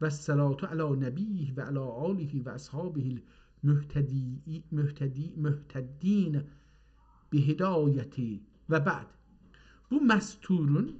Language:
South Azerbaijani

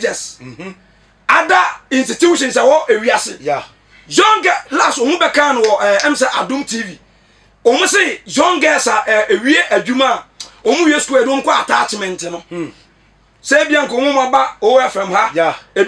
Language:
Akan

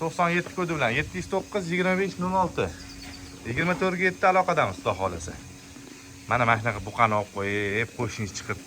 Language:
Uzbek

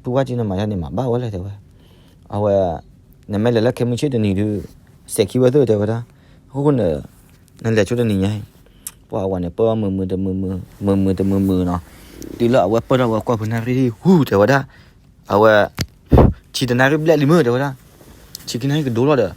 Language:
S'gaw Karen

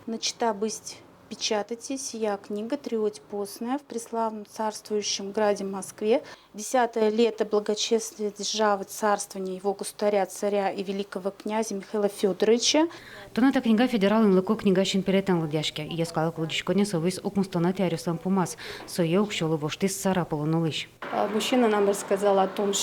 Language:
Udmurt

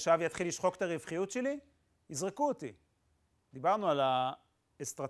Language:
Hebrew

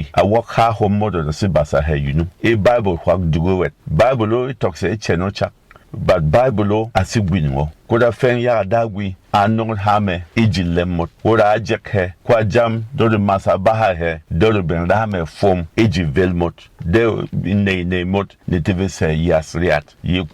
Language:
Berom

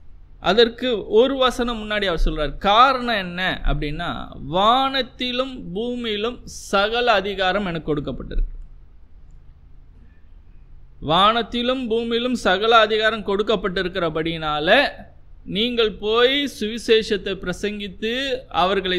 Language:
Tamil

